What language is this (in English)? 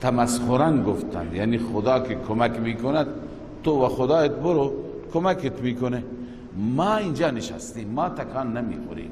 Persian